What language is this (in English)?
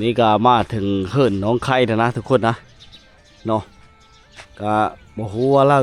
Lao